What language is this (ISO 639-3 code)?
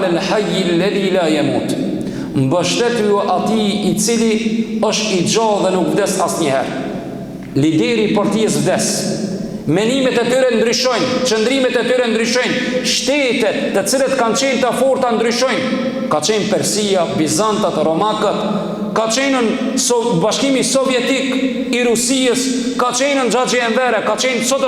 sqi